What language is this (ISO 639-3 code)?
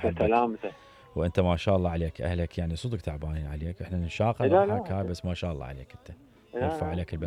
acm